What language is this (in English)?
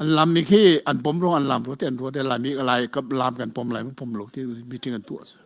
Hakha Chin